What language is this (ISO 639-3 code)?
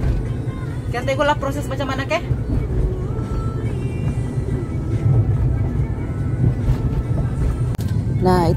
msa